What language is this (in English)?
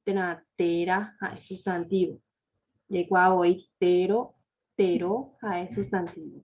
Guarani